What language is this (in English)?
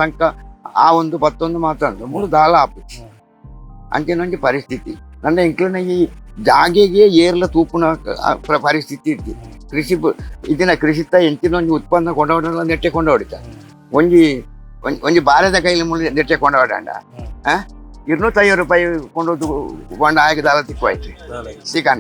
Tulu